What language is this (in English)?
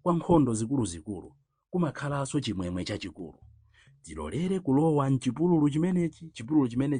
Nyanja